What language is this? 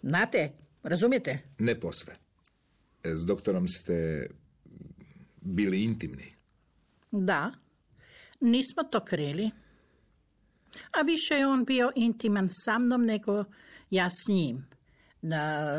Croatian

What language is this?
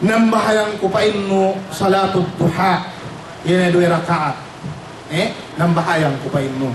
Yakan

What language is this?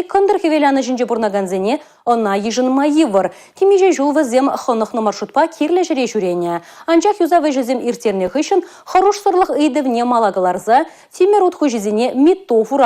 Chuvash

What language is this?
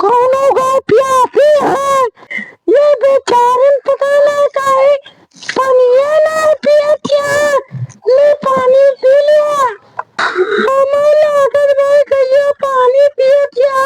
Awadhi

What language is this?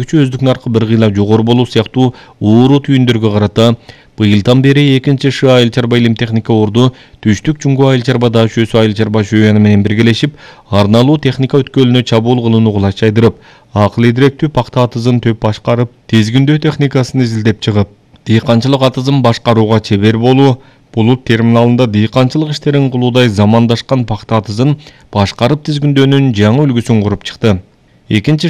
Kyrgyz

